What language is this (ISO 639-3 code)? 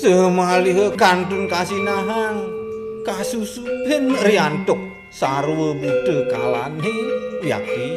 ban